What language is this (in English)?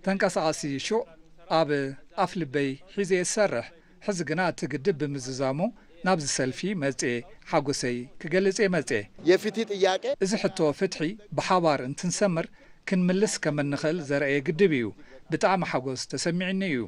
Tigrinya